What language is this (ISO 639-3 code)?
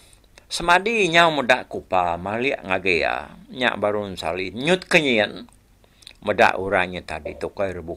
iba